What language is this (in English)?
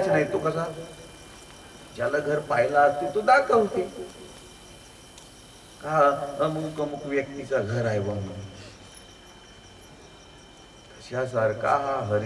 Marathi